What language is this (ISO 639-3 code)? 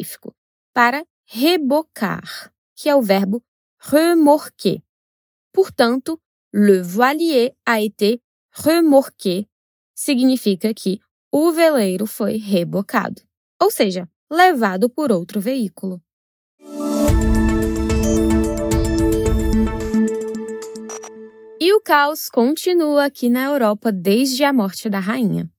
por